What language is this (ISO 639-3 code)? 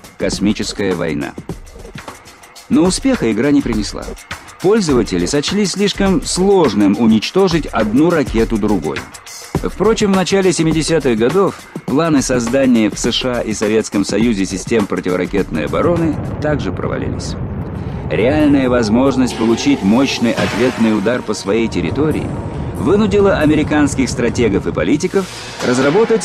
rus